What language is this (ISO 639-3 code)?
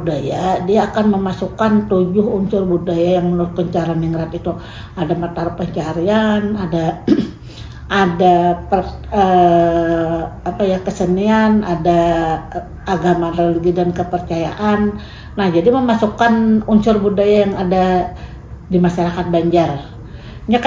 bjn